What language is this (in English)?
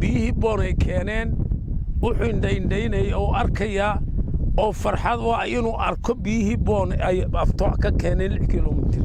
Somali